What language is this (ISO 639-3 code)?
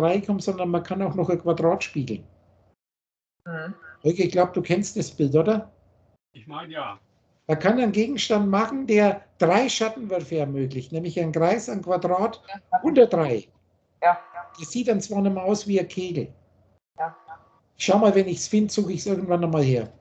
deu